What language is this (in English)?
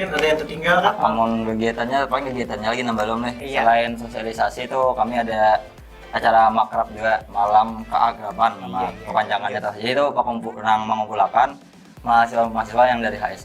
Banjar